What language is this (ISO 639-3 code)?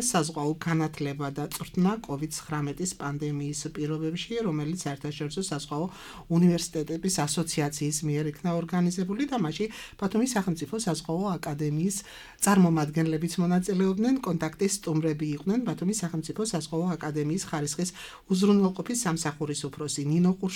kat